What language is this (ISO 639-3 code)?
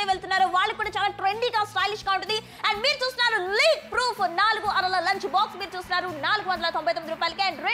tel